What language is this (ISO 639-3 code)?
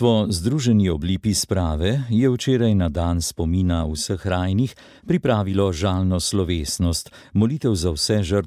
slv